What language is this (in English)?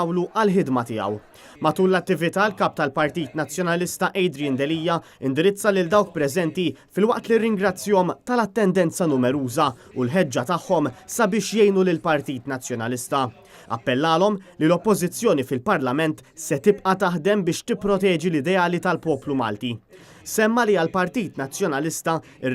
Maltese